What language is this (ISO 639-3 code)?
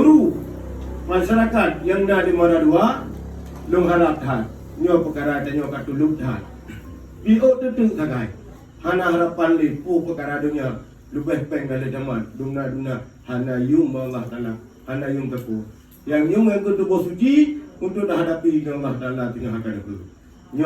ace